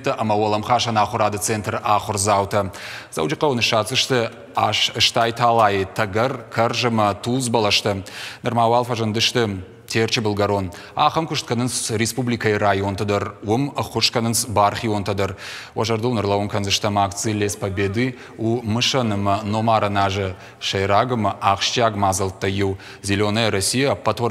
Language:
Ossetic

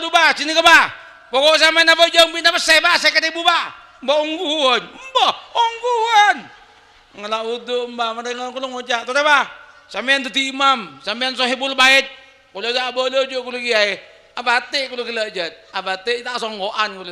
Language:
Madurese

